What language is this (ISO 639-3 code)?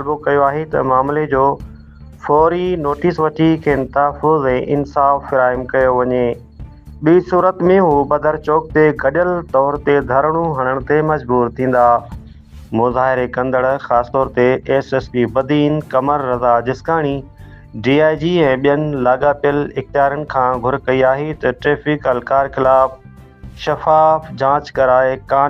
snd